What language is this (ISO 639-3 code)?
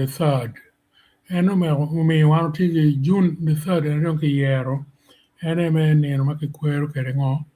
ach